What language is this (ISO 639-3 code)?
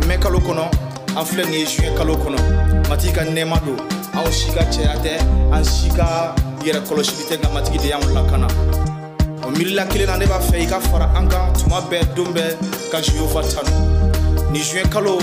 bam